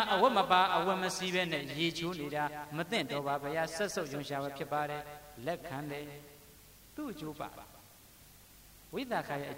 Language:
Burmese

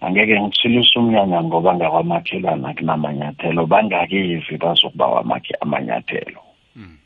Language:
South Ndebele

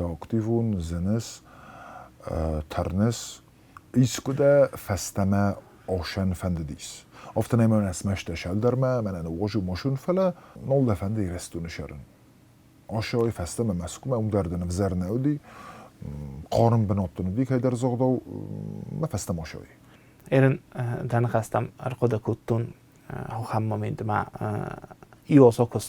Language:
Ossetic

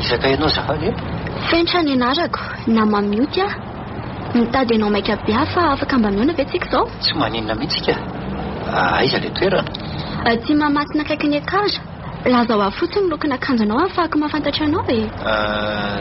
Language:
Malagasy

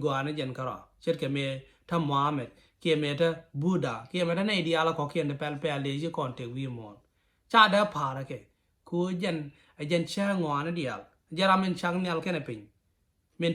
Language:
Nuer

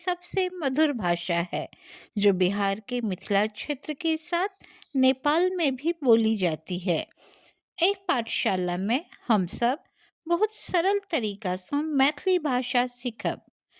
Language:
Maithili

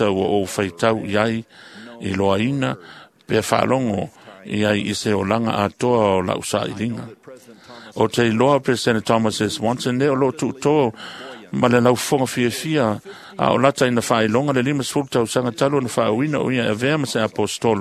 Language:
Samoan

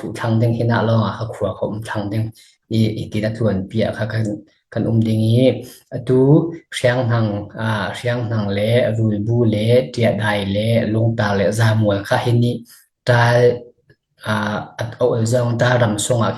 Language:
Falam Chin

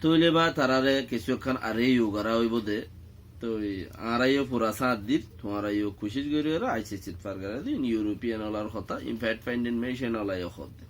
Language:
Rohingya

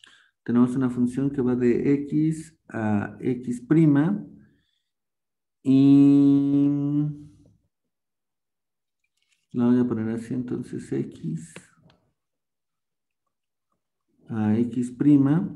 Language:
Spanish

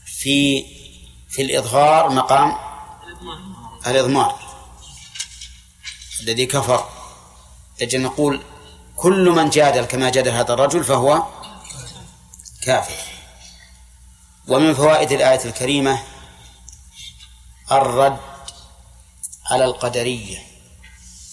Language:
Arabic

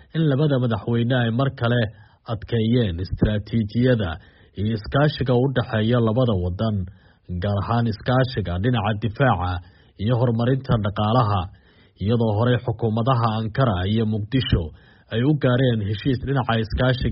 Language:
Somali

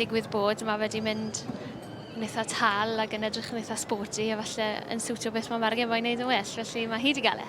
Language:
Welsh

